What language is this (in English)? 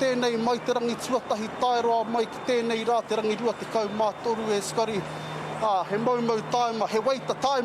Māori